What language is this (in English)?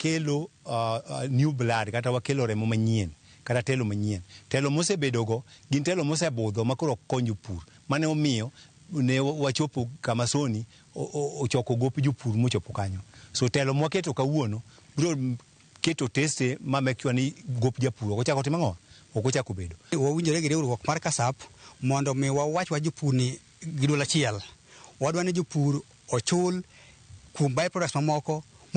Luo (Kenya and Tanzania)